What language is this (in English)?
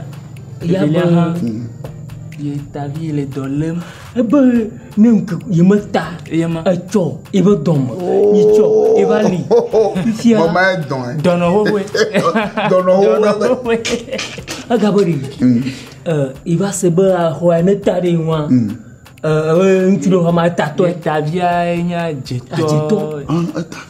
Ewe